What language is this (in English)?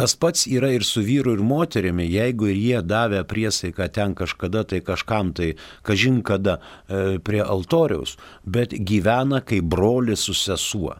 Lithuanian